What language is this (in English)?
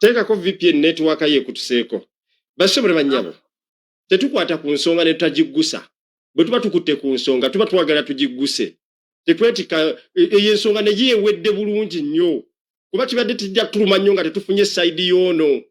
Ganda